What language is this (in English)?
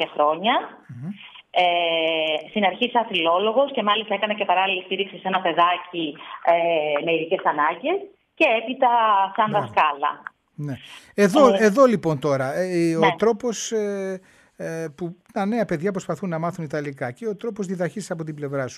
Greek